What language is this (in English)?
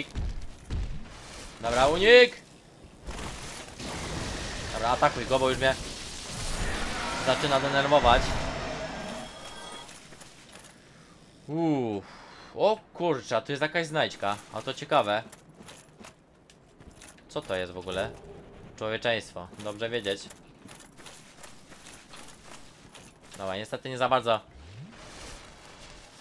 Polish